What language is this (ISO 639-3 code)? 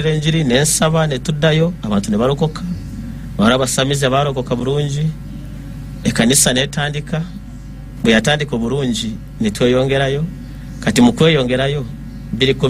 lug